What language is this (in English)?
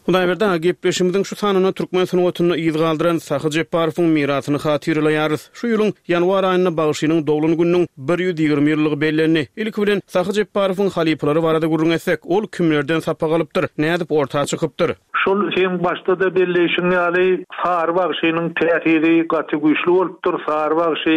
Turkmen